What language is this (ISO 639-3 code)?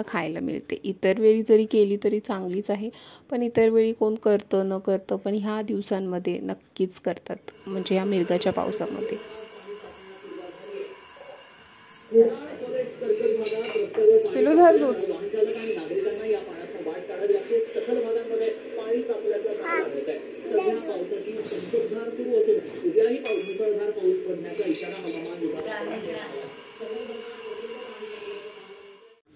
mar